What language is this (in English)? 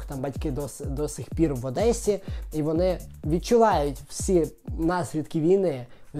Ukrainian